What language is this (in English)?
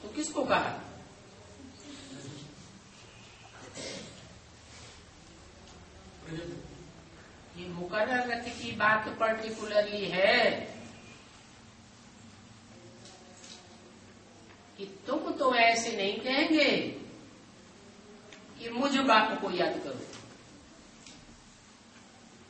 Hindi